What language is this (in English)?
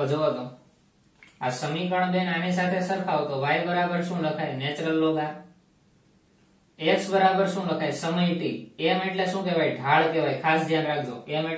Gujarati